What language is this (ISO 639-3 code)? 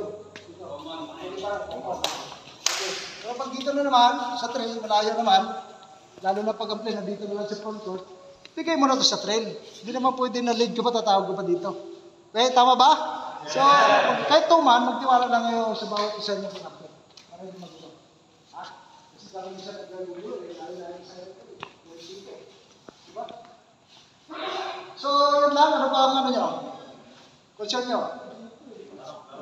fil